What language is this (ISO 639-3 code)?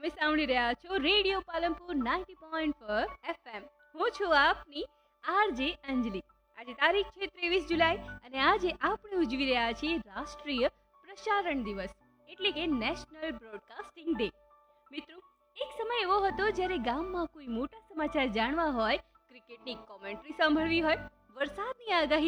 guj